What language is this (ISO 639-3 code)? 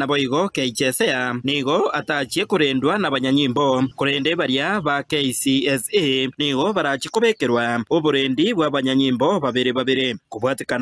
guz